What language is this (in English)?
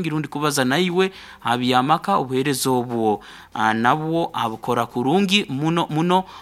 Nyankole